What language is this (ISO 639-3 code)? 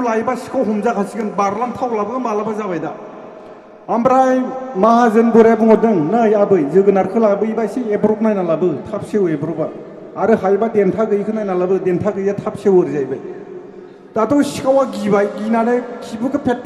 brx